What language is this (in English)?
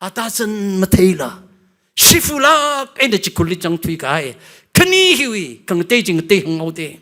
Tangkhul Naga (India)